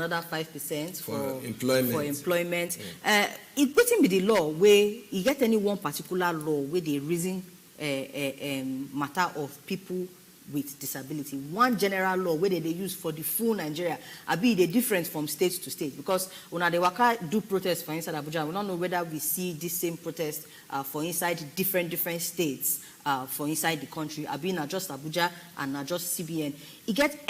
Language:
Nigerian Pidgin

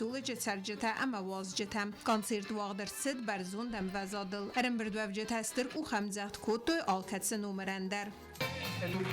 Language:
Ossetic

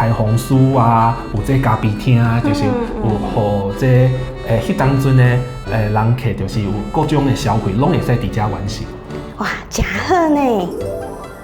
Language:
Min Nan Chinese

